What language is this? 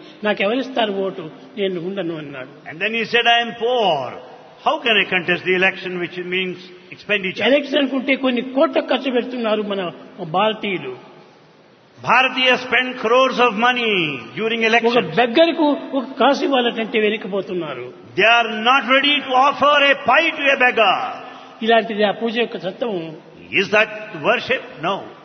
Telugu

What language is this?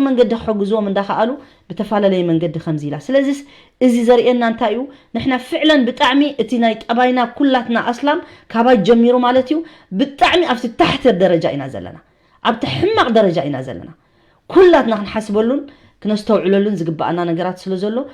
Tigrinya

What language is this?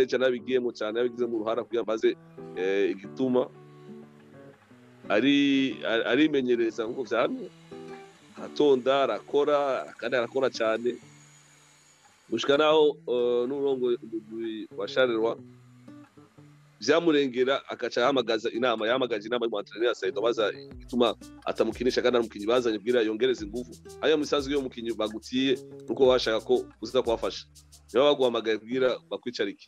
Rundi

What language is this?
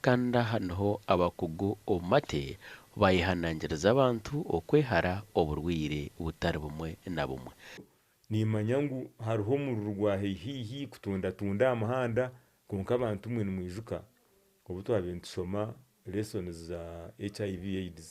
Nyankole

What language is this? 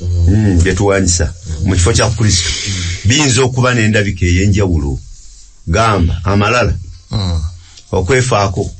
Ganda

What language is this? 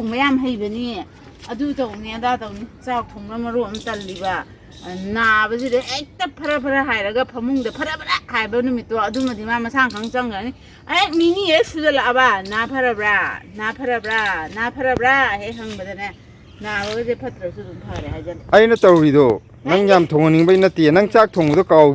Manipuri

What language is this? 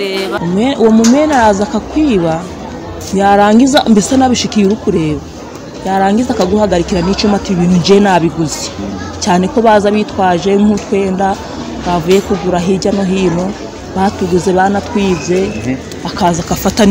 Kinyarwanda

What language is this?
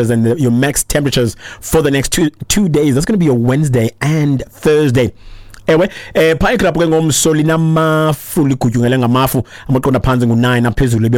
Xhosa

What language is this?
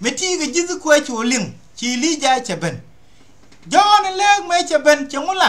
Nuer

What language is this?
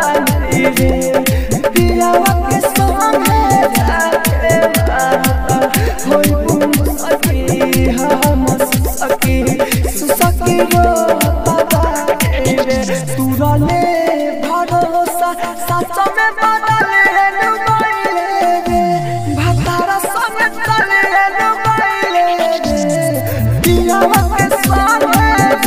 Bhojpuri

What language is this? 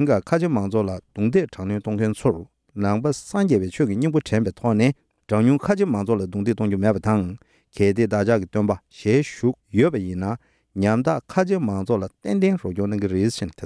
Tibetan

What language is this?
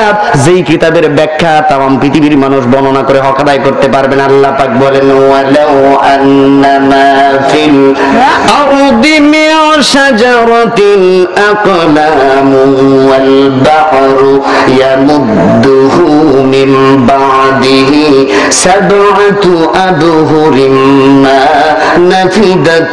Bangla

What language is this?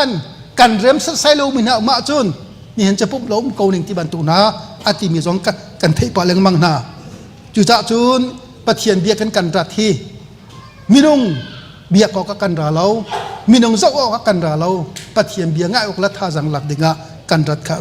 Hakha Chin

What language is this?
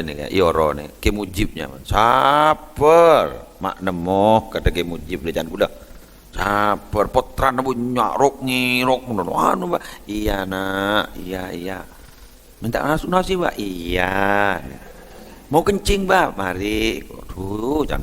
Madurese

